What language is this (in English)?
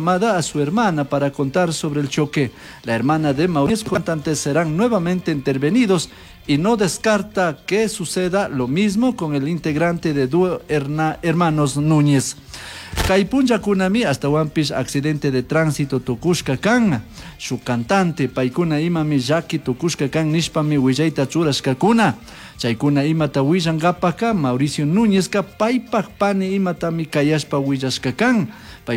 Chimborazo Highland Quichua